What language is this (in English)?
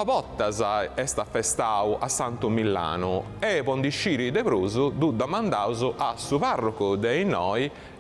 Sardinian